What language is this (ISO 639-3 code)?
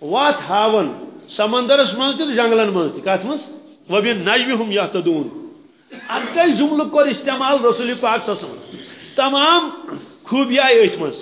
kas